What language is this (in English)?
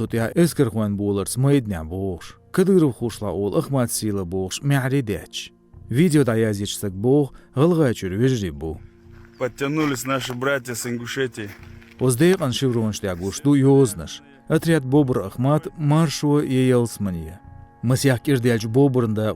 Chechen